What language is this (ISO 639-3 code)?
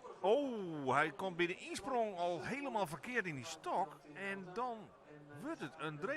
fry